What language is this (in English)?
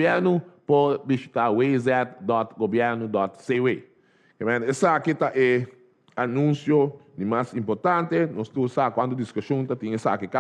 Papiamento